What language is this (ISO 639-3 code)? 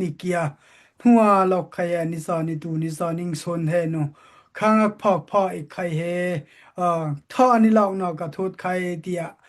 dao